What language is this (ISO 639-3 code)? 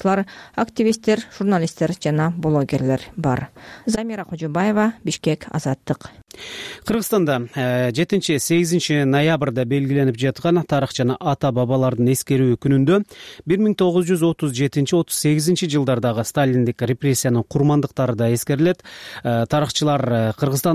kir